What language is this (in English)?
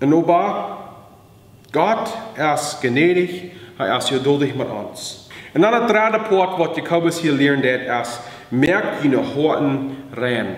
Plautdietsch